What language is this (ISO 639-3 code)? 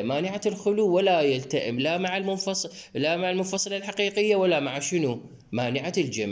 acm